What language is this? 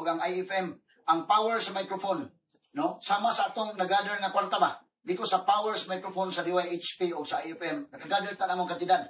Cebuano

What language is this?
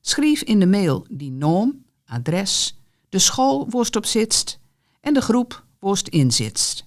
Gronings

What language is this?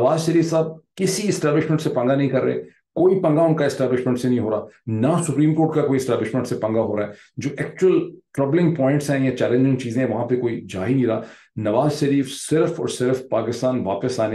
Urdu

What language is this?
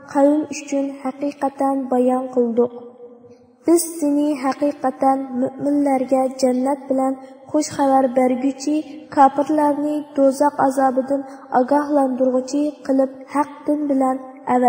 Uyghur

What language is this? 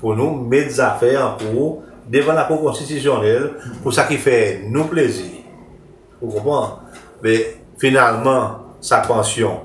Seselwa Creole French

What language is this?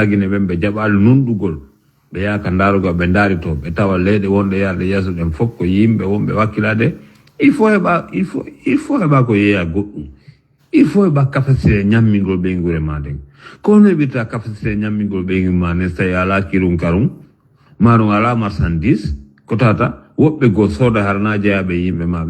Fula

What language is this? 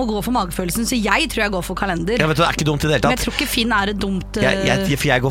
Norwegian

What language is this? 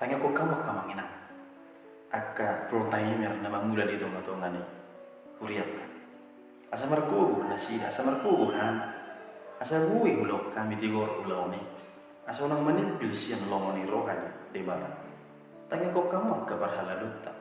Batak Toba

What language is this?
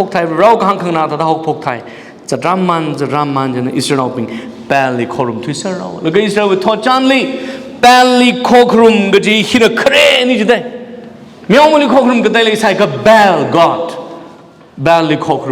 Tangkhul Naga (India)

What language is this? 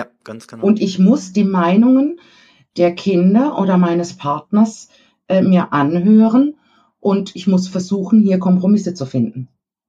German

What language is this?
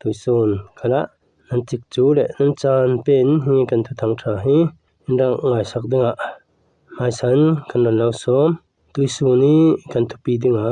Falam Chin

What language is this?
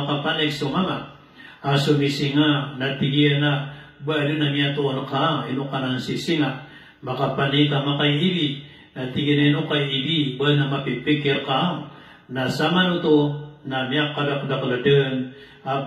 Maranao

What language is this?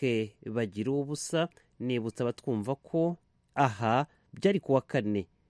Kinyarwanda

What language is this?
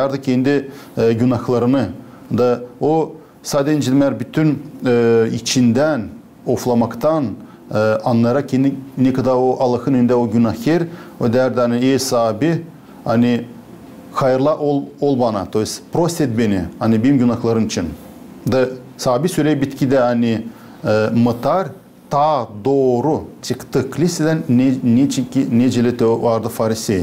Gagauz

